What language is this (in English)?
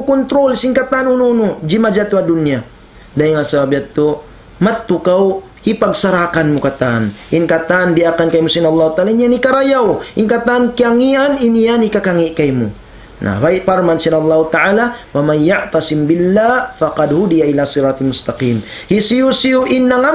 Tausug